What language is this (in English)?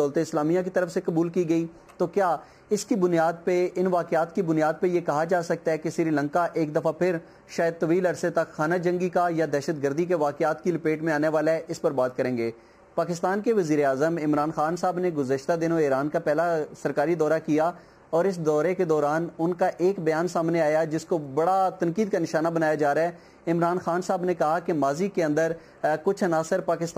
Urdu